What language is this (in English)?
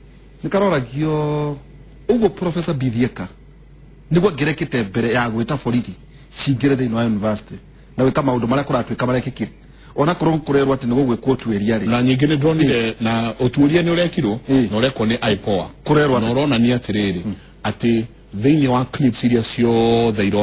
Kikuyu